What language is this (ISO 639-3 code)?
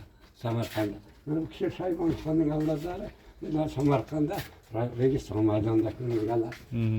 uzb